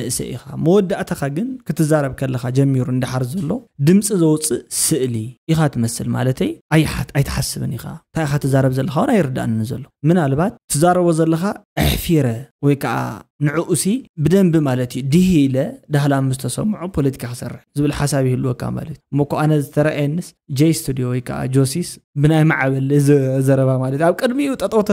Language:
Tigrinya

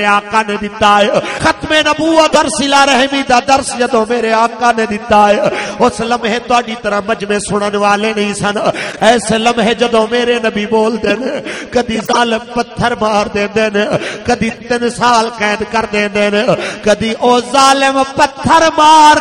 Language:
Western Panjabi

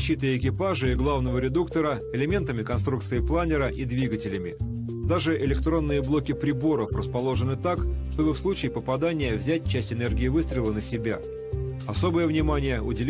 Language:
Russian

